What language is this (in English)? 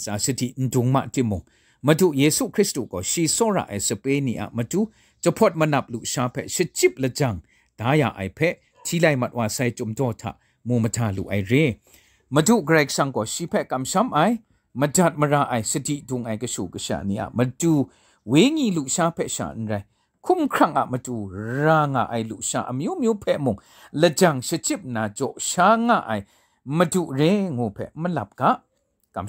Kachin